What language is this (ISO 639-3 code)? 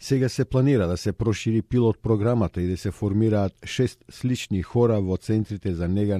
mkd